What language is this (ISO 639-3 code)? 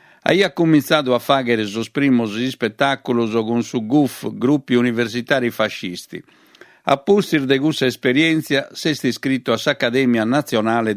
srd